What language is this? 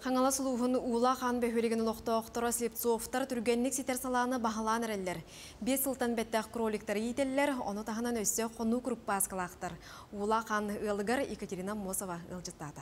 Yakut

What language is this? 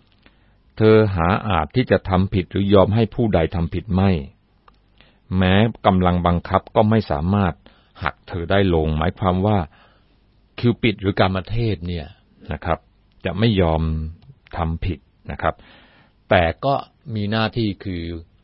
Thai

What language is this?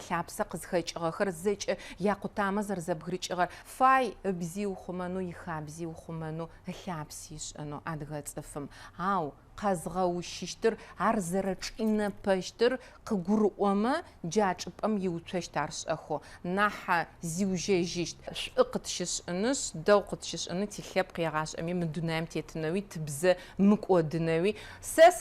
Adyghe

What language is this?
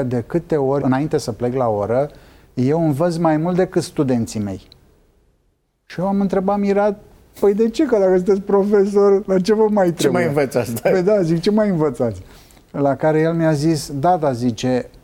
Romanian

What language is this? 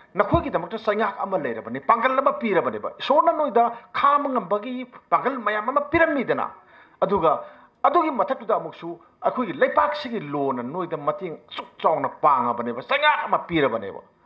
Manipuri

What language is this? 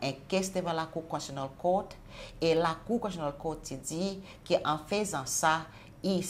Seselwa Creole French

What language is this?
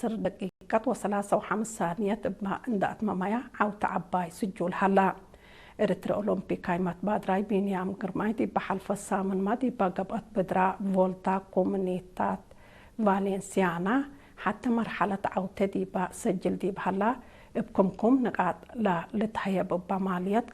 Tigre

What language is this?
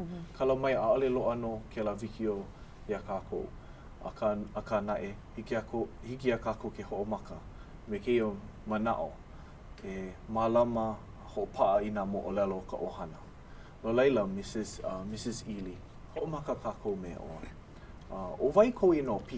Hawaiian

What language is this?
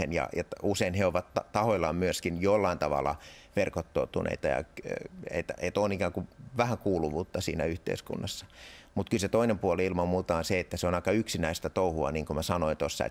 Finnish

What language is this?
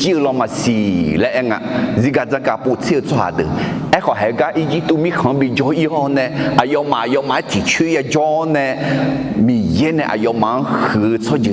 Akha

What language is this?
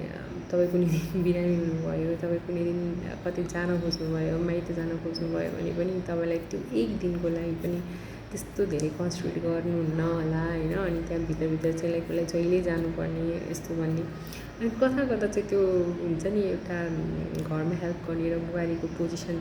Nepali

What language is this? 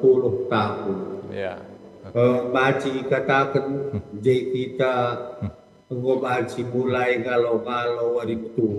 Batak Karo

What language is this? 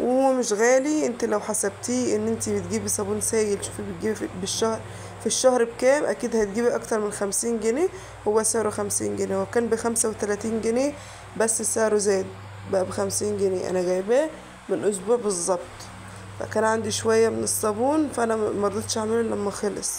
Egyptian Arabic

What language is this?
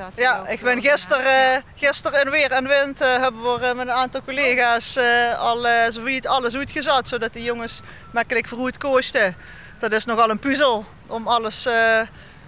Limburgish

